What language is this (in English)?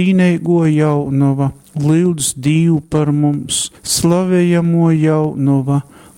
Latgalian